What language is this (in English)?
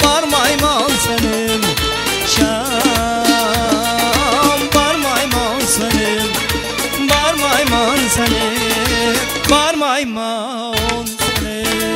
Kara-Kalpak